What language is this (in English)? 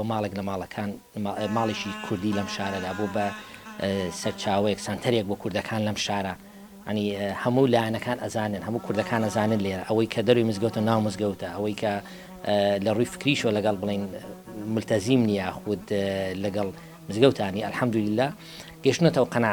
Central Kurdish